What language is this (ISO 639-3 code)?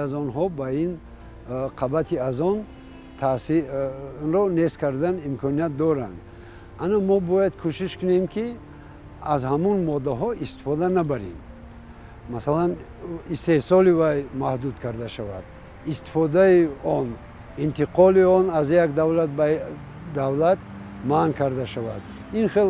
tgk